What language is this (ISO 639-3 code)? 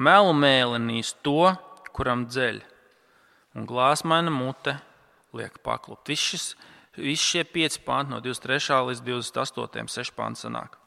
lav